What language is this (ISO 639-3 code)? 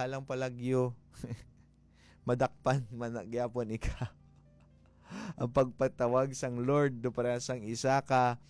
hil